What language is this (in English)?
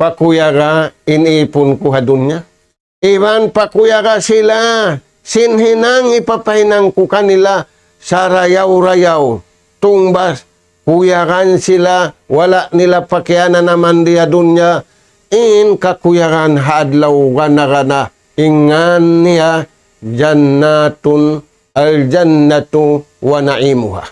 Tausug